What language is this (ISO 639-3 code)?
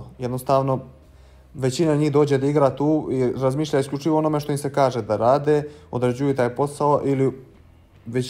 bos